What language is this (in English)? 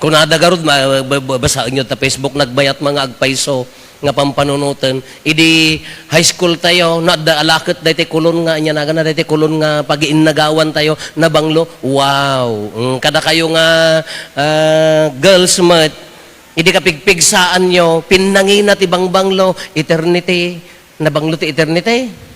Iloko